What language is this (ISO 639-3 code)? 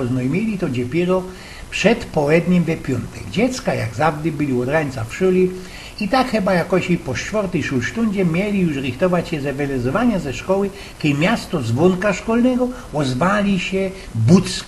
szl